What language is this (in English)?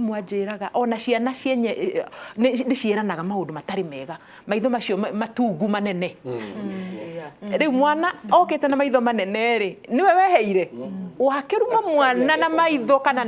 Kikuyu